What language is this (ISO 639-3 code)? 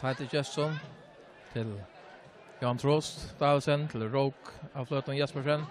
fao